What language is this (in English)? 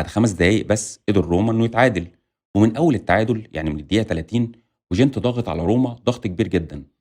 Egyptian Arabic